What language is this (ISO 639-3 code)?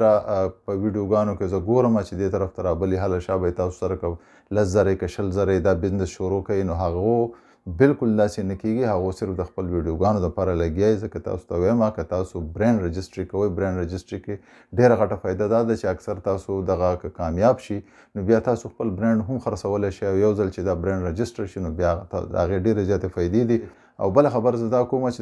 pus